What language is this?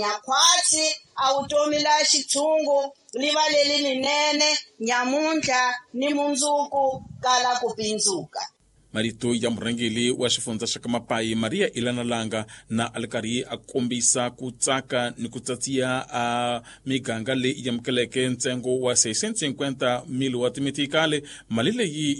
Tsonga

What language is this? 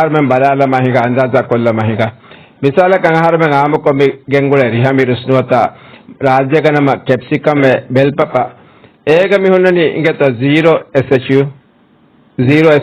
Divehi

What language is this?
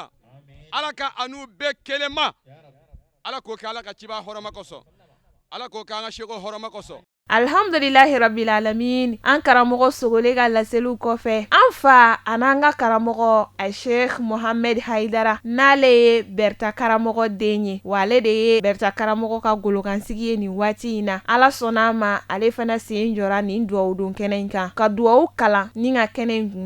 Bambara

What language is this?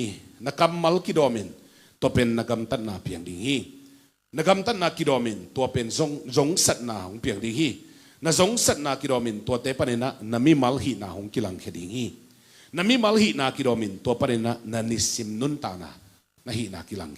Tedim Chin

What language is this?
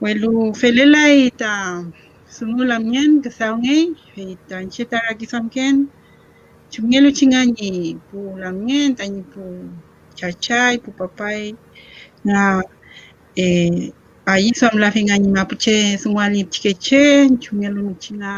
Mapuche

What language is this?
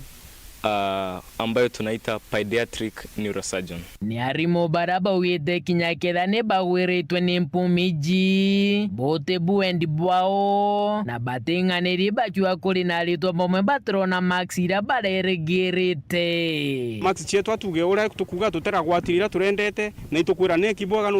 Meru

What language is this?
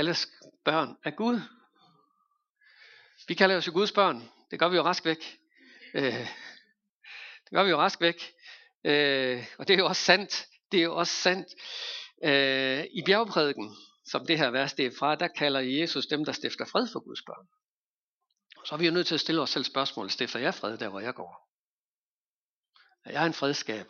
Danish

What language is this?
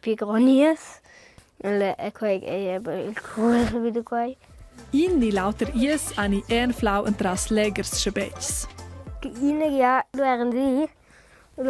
Romansh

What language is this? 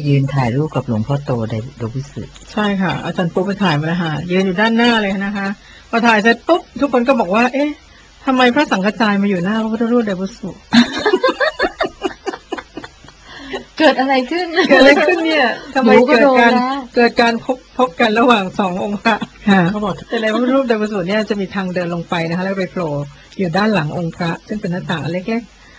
Thai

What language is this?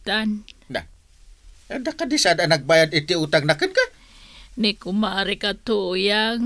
Iloko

